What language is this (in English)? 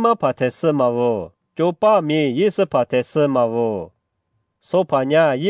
Lisu